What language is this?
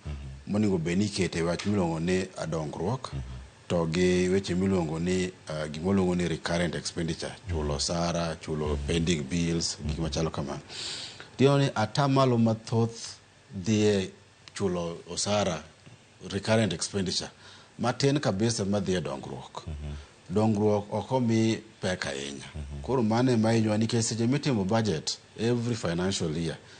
Luo (Kenya and Tanzania)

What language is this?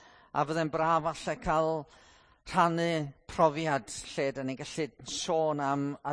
Welsh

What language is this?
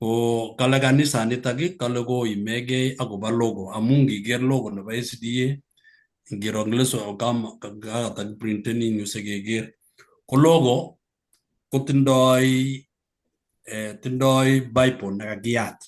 Kalenjin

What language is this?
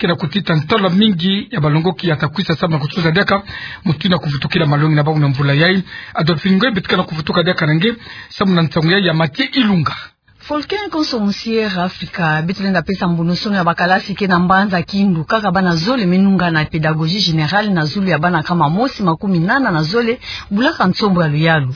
Kituba (Democratic Republic of Congo)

